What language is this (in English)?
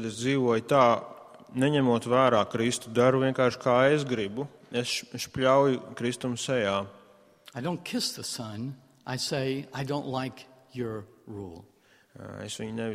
Latvian